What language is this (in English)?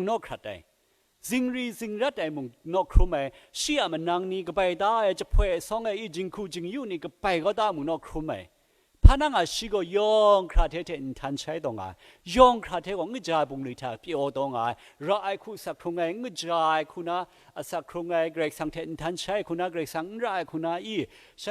Kachin